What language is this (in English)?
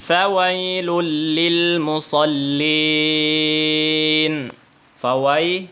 Tausug